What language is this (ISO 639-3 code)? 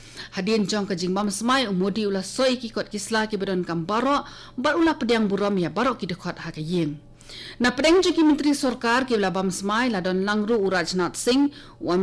kha